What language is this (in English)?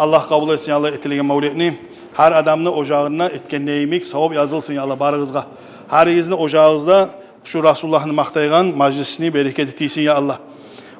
Kumyk